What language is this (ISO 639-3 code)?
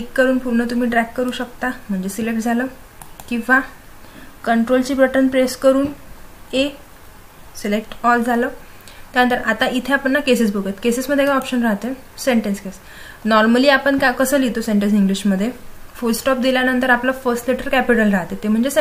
mar